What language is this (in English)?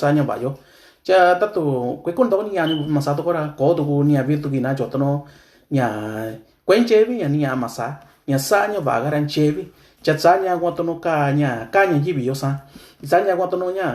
Mixtepec Mixtec